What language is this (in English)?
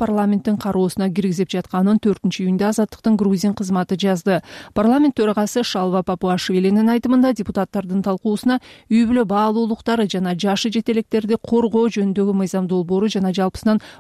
Kyrgyz